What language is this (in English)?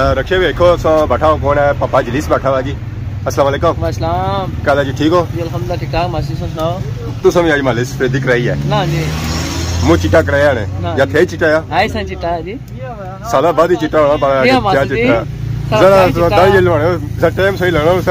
Pahari-Potwari